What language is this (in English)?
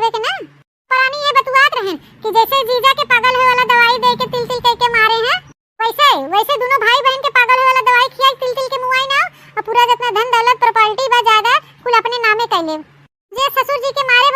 Awadhi